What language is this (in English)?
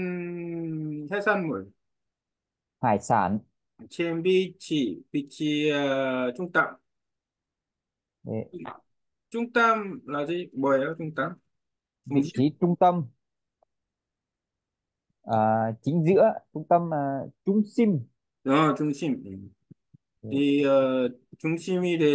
Korean